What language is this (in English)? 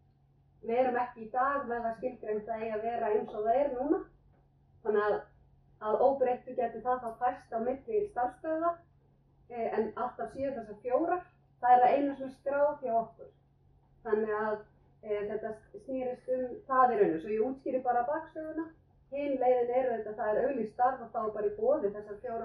Icelandic